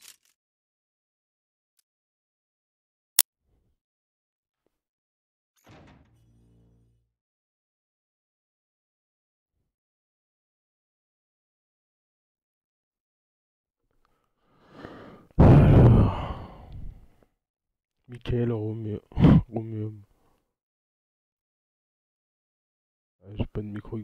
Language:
French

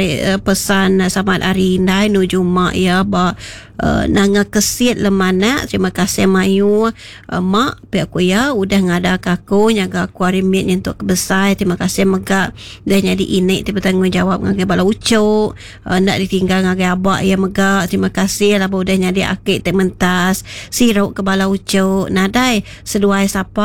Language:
Iban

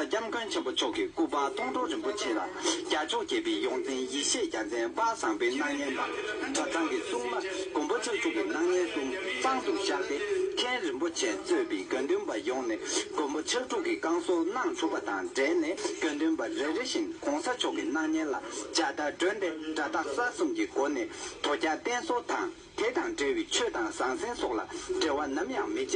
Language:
Tibetan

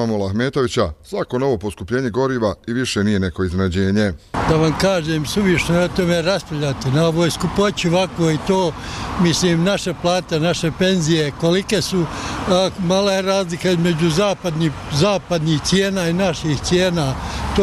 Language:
Bosnian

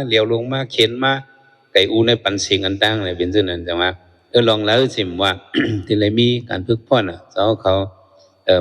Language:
Shan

